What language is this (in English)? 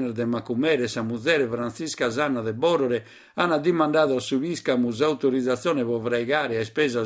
Sardinian